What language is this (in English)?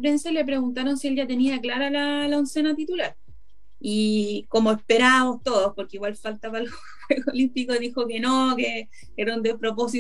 Spanish